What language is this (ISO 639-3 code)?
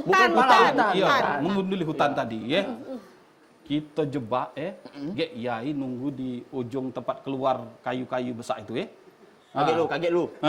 mui